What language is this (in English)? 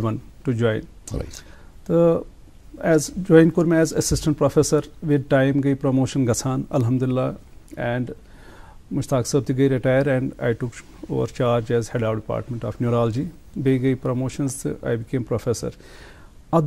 Kashmiri